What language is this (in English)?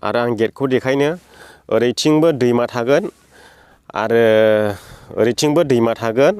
Bodo